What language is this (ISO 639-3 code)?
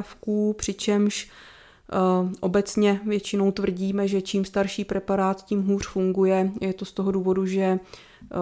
ces